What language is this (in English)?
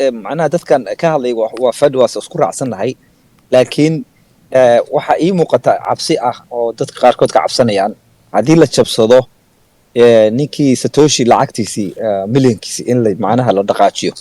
Somali